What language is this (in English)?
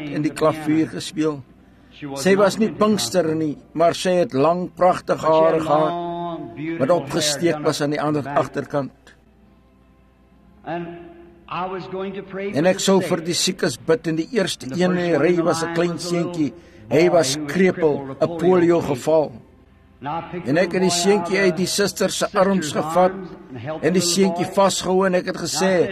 Afrikaans